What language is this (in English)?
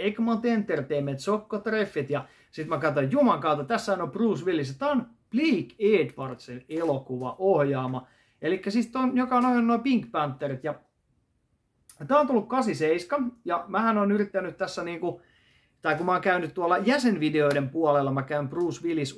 Finnish